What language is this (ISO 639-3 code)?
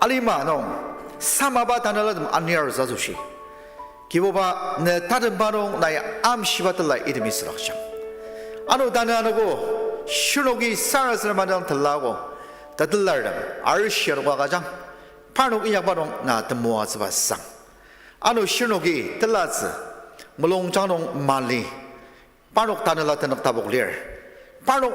njo